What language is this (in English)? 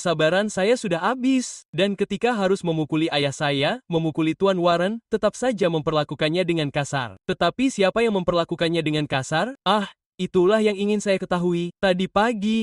Indonesian